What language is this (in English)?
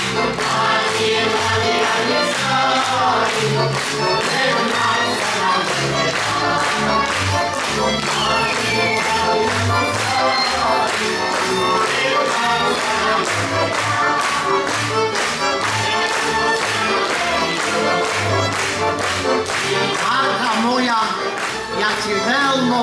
Slovak